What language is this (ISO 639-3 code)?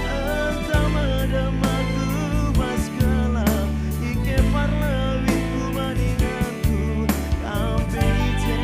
btx